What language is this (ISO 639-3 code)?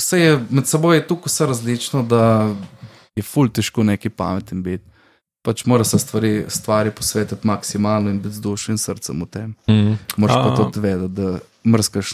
slv